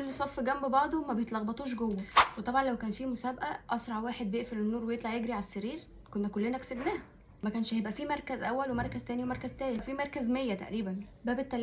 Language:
Egyptian Arabic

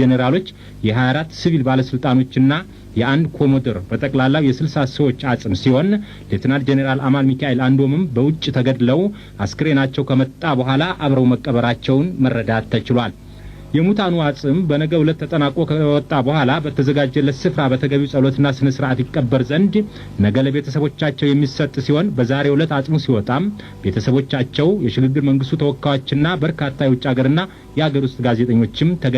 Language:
Amharic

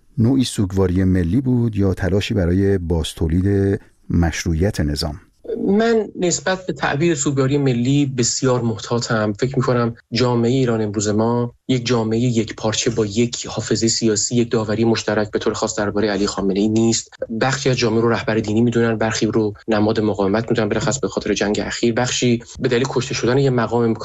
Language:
Persian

